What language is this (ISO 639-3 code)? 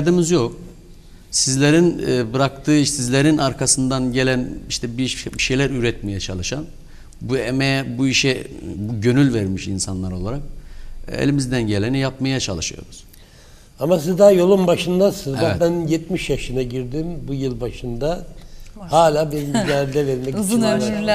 tur